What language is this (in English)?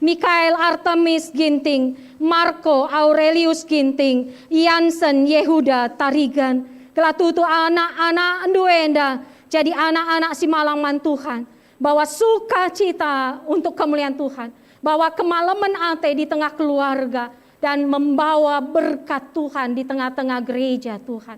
Batak Karo